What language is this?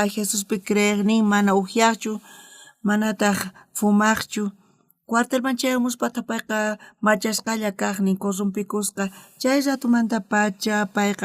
South Bolivian Quechua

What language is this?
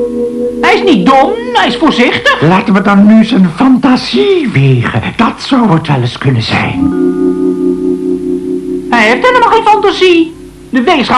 Dutch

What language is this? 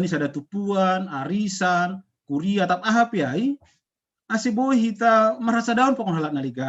Batak Simalungun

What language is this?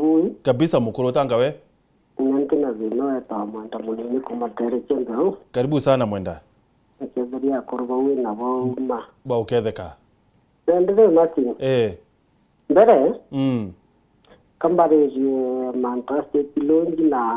Meru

